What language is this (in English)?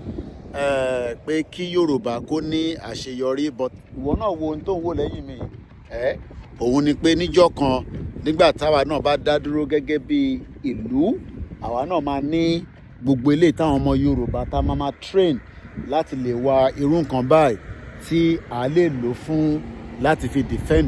Yoruba